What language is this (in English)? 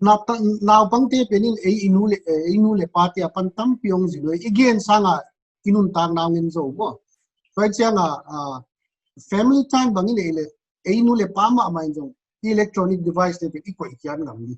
Paite Chin